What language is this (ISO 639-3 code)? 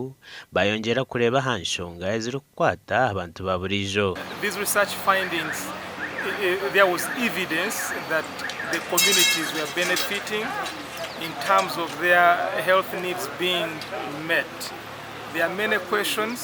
nyn